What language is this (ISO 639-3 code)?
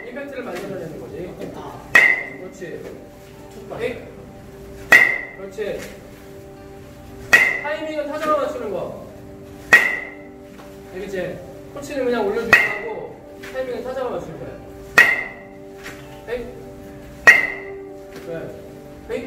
kor